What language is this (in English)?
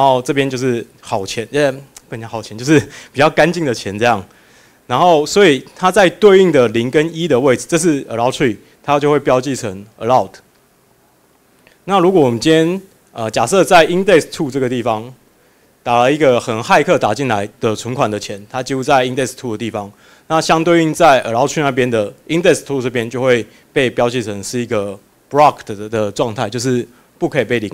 Chinese